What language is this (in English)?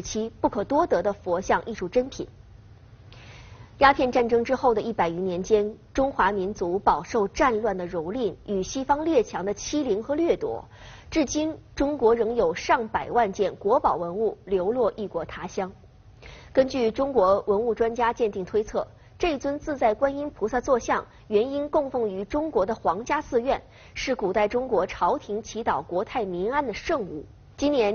Chinese